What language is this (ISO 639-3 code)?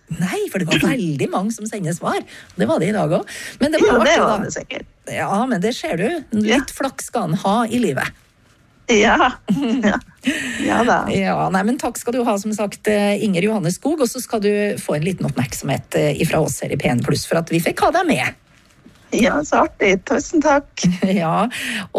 nor